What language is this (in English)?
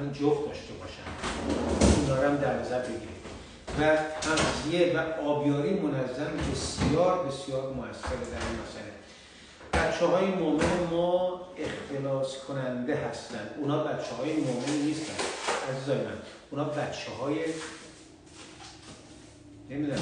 Persian